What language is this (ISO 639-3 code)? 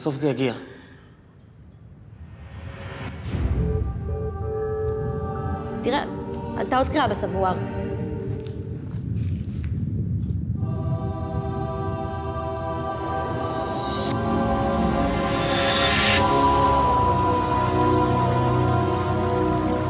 heb